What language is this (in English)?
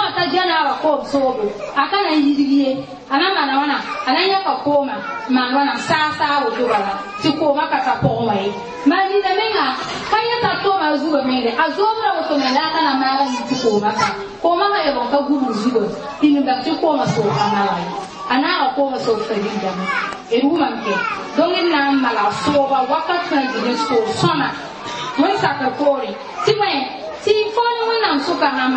Mossi